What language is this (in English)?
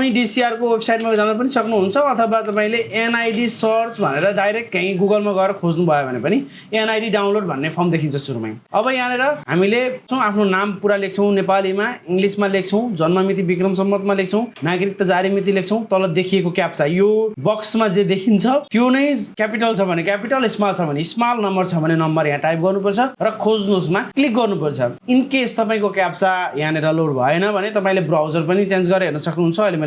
Nepali